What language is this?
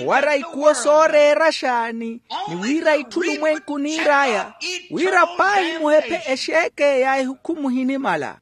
Makhuwa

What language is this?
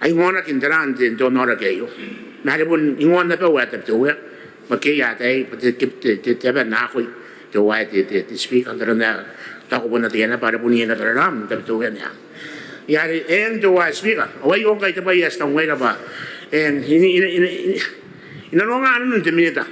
Gilbertese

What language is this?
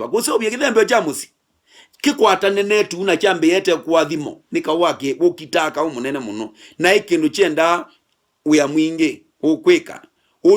Kamba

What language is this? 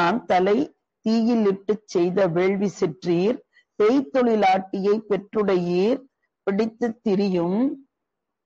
Tamil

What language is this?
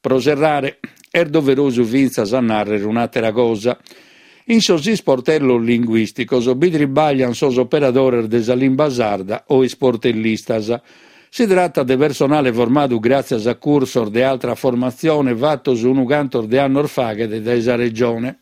Sardinian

